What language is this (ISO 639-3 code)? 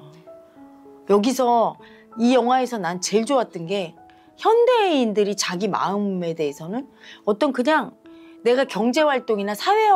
kor